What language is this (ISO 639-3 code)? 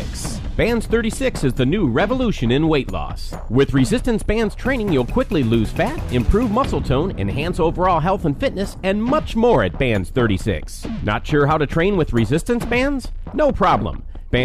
eng